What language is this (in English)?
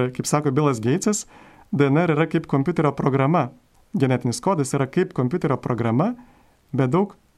Lithuanian